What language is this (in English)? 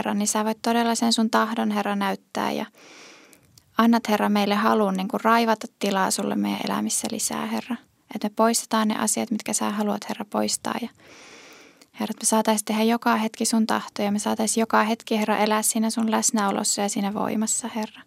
Finnish